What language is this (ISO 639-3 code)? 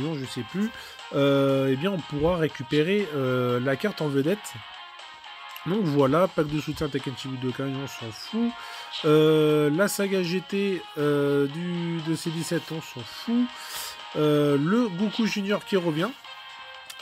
fra